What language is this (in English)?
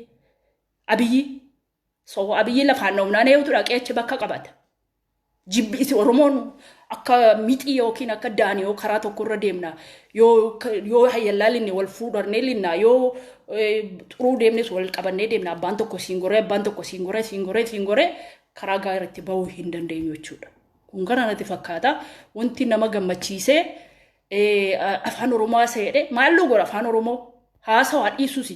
Oromo